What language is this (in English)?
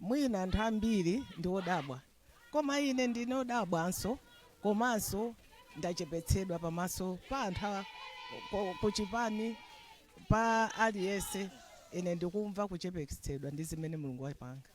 Nyanja